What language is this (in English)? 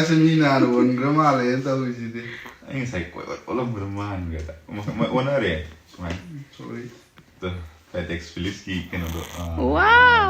Manipuri